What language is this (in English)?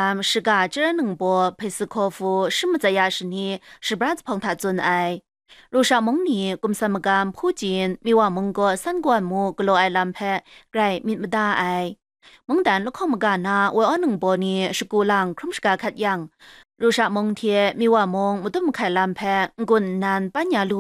Kachin